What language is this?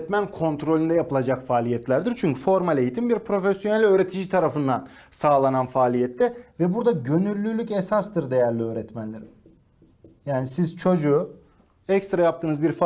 Turkish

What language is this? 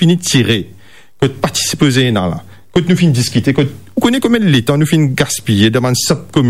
Morisyen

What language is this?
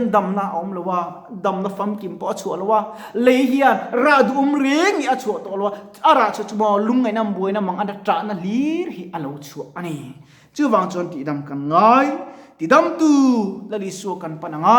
Mizo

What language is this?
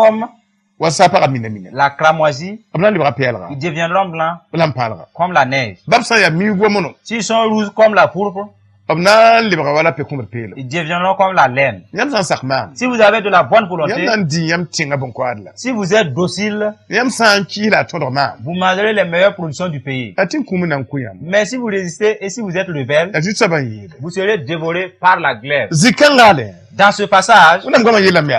Mossi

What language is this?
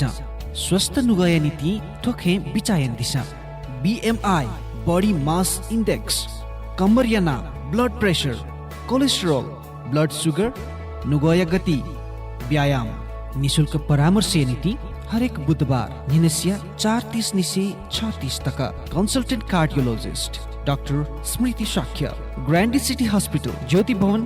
Newari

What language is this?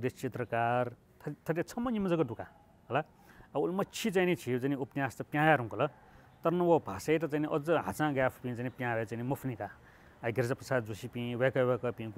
Newari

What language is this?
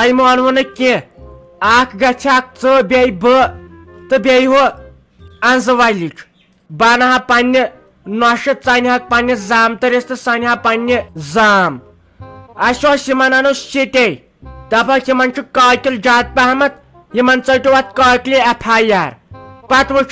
Kashmiri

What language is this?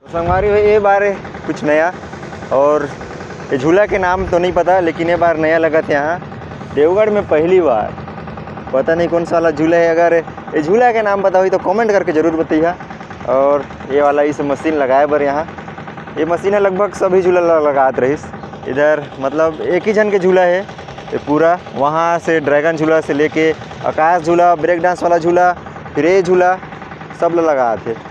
Chhattisgarhi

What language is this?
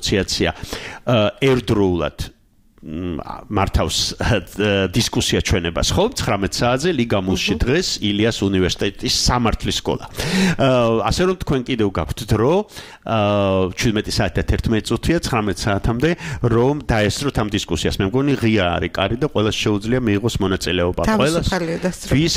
Georgian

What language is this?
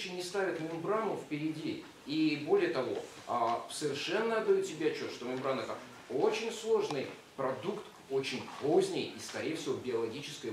Russian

